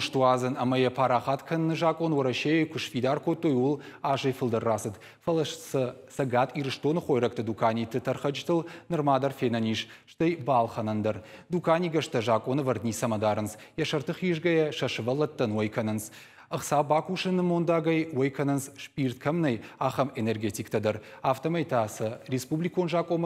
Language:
Ossetic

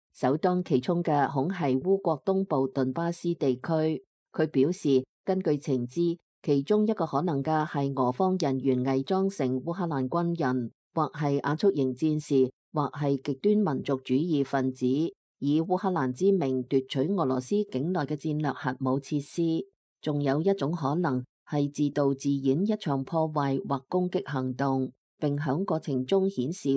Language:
Cantonese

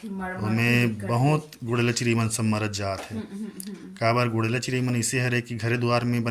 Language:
Chhattisgarhi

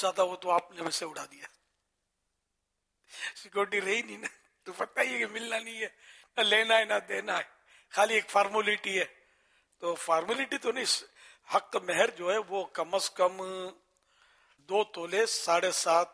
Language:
Urdu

